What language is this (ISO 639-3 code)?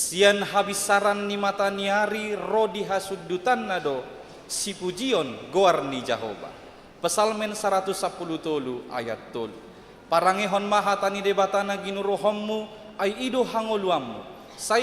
bbc